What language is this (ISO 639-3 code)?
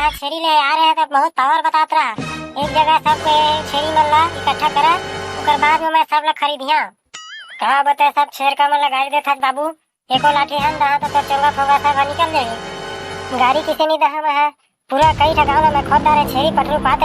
hne